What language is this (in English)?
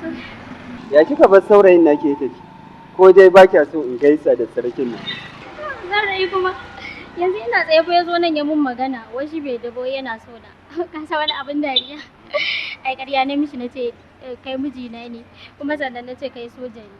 Hausa